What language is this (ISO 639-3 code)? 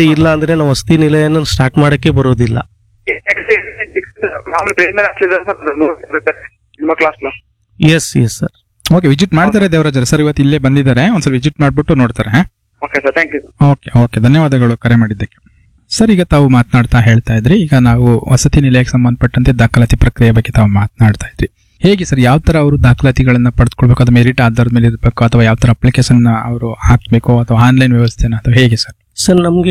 kan